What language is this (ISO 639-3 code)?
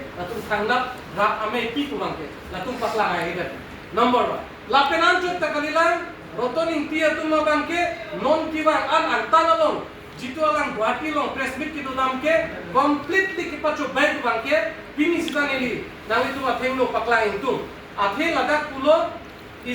mjw